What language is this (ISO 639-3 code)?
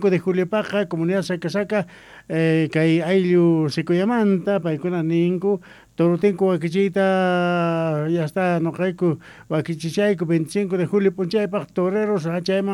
quh